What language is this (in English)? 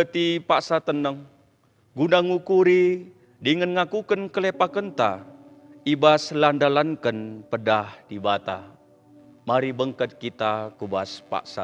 Batak Karo